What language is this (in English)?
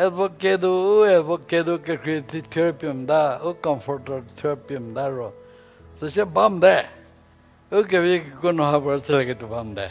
Angami Naga